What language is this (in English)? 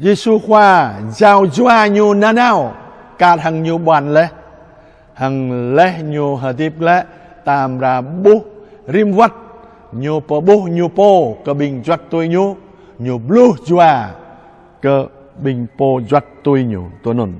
Jarai